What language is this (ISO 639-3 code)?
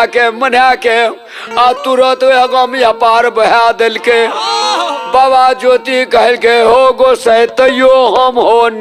mai